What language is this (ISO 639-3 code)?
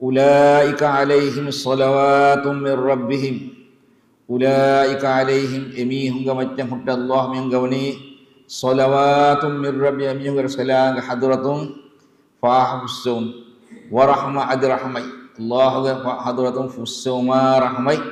div